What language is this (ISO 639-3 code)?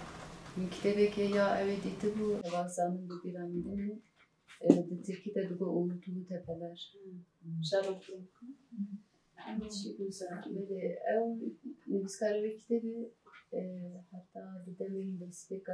kur